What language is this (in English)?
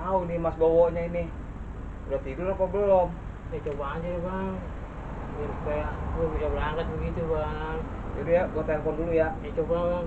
Betawi